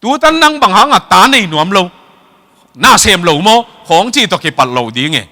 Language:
Tedim Chin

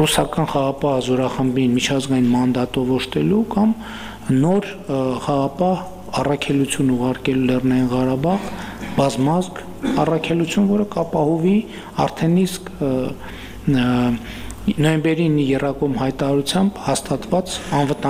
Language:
Armenian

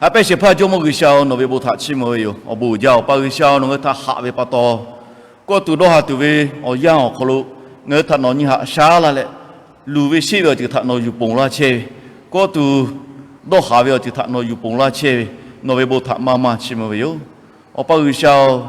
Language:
Lahu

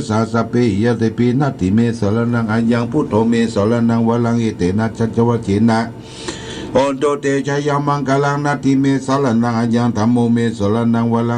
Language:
Pali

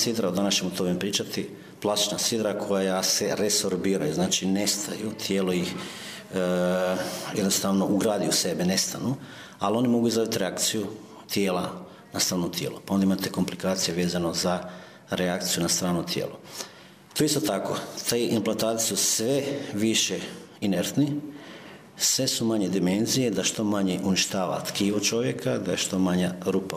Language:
Croatian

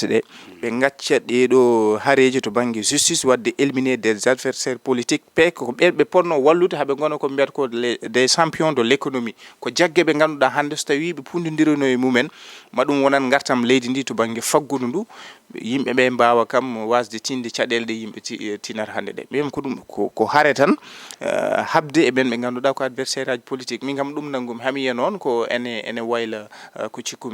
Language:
Fula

